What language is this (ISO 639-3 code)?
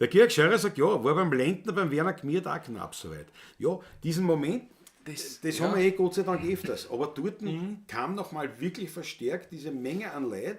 bar